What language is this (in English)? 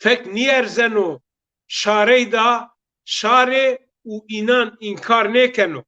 Zaza